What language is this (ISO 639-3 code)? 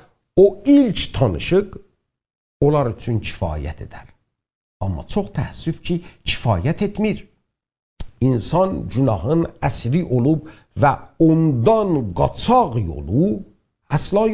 azb